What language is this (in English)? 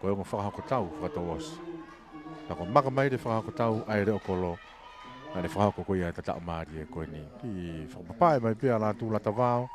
Tongan